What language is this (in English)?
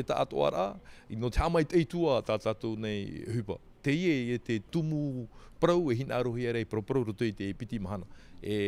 Tahitian